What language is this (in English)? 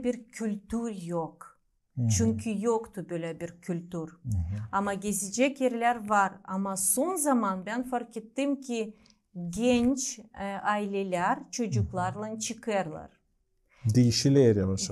Gagauz